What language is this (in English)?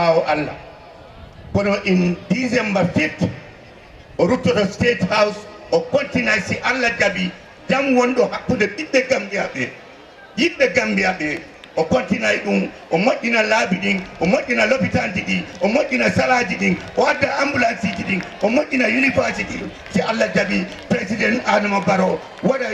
Fula